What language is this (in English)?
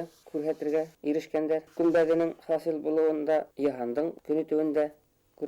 Bashkir